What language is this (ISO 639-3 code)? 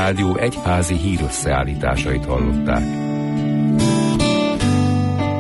hun